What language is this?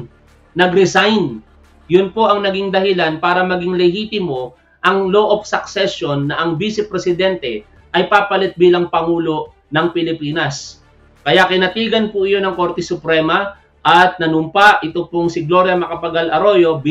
Filipino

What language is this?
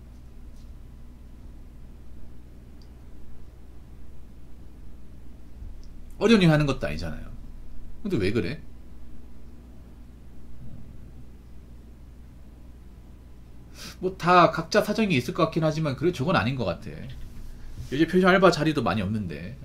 Korean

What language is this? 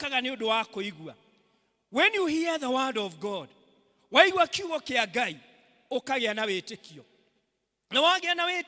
Kikuyu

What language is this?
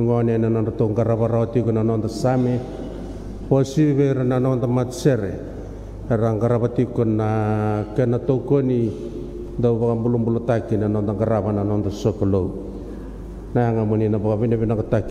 Fijian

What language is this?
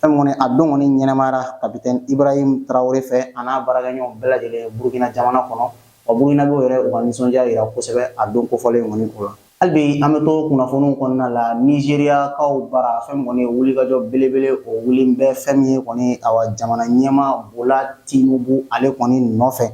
Bambara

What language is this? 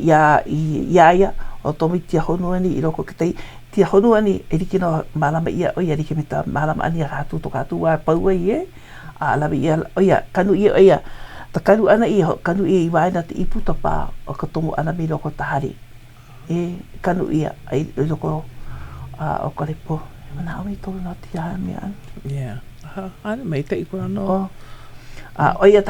Hawaiian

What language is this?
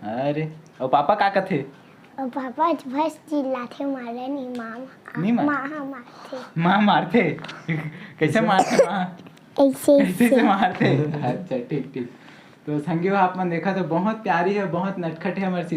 Chhattisgarhi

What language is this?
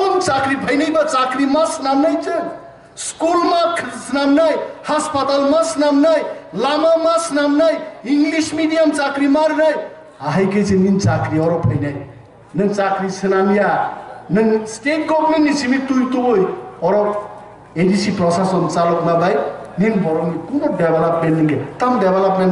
Kok Borok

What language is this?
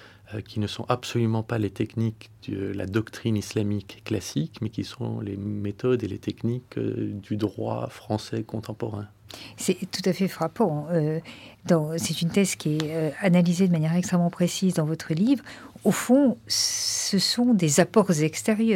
French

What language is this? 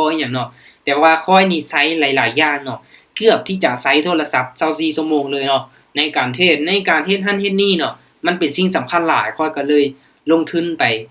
Lao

